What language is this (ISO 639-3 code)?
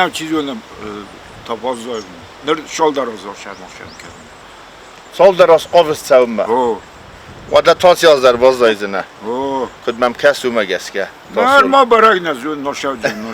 oss